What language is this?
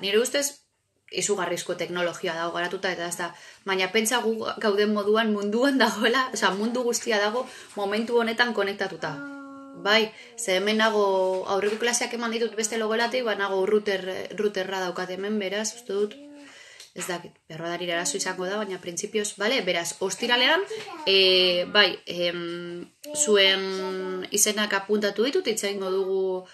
Basque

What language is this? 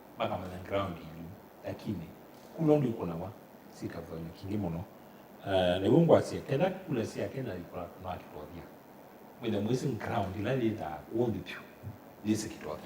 Kamba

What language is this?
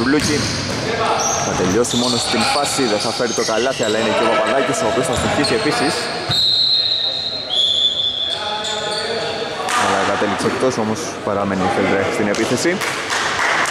Greek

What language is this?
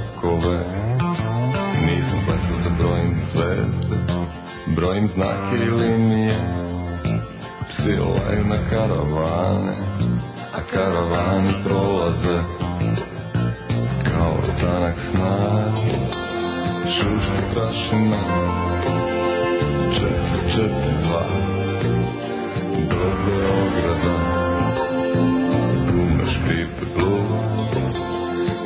Serbian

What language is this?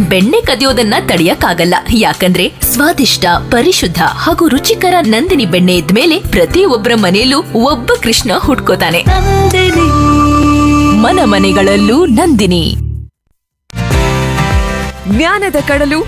Kannada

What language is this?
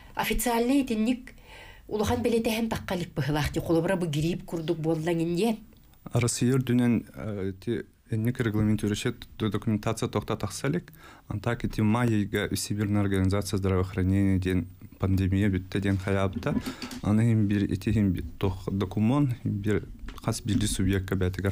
Yakut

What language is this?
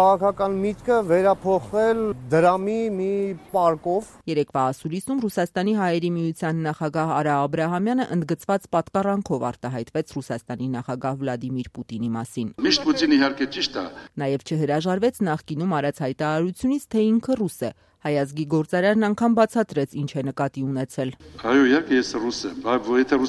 Armenian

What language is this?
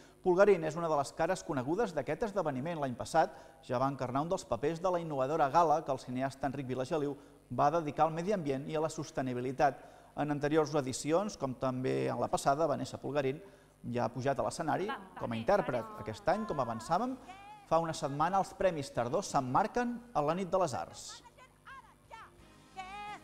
Catalan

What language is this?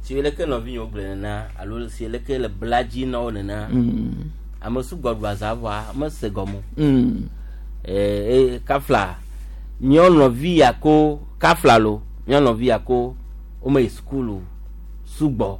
Gen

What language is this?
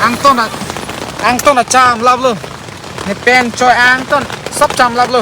Karbi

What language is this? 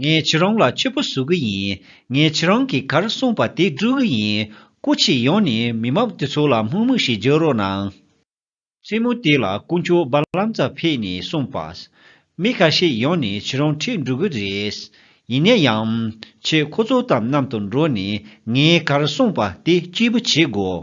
Tibetan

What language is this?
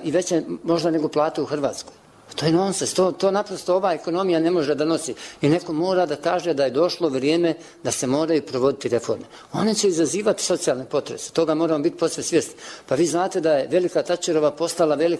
Bosnian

